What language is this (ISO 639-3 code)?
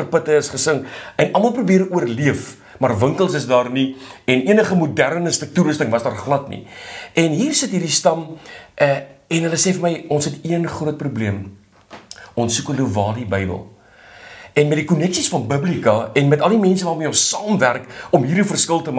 afr